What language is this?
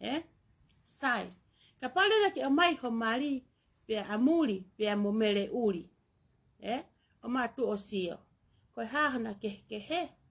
Tongan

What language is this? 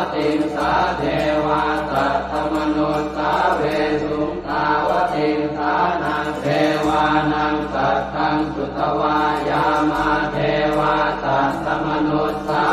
Pali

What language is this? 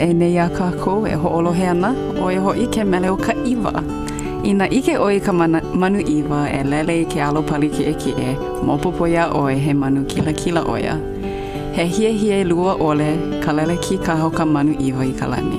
Hawaiian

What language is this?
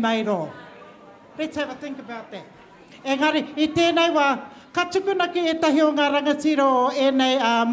Māori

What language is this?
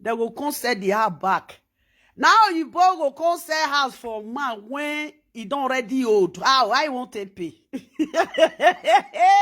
Nigerian Pidgin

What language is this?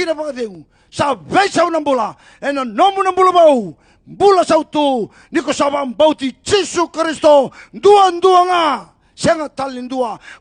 Fijian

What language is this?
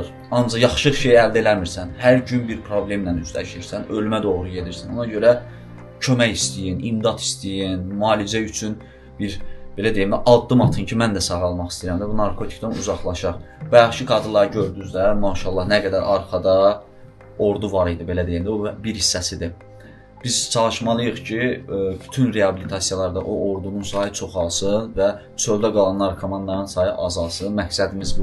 Azerbaijani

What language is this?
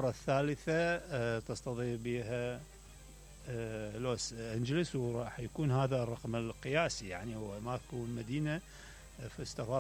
Mesopotamian Arabic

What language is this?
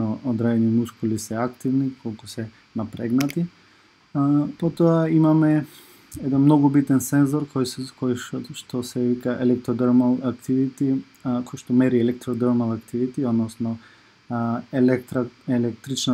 Macedonian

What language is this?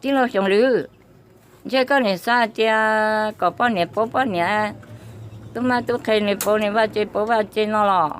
Hmong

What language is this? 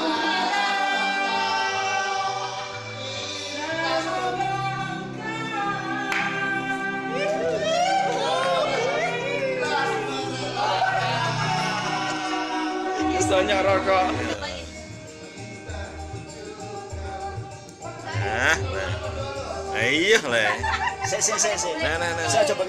Indonesian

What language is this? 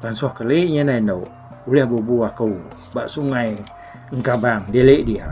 Iban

